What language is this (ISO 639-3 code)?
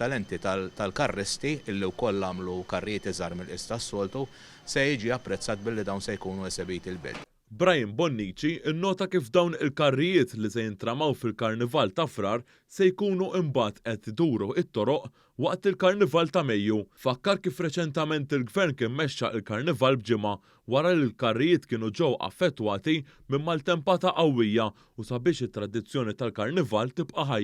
mlt